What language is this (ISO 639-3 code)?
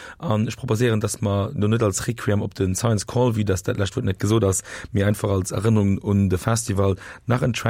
ltz